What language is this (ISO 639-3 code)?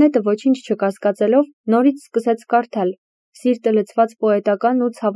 hye